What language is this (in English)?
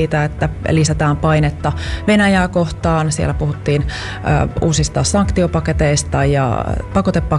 Finnish